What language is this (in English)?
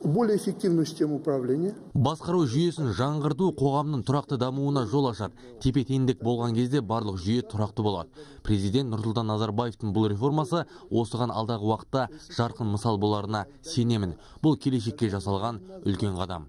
Kazakh